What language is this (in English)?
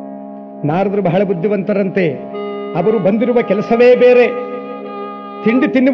Kannada